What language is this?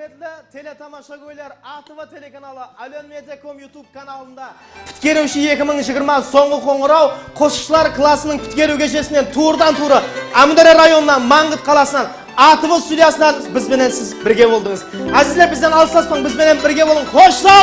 Kara-Kalpak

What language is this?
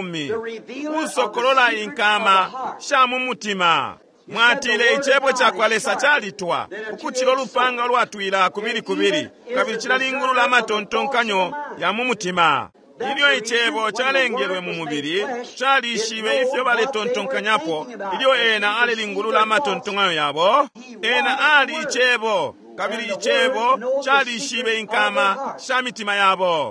Bemba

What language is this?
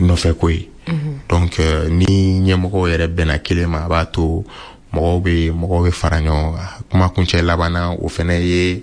Bambara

